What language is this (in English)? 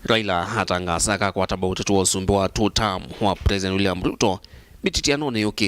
Kamba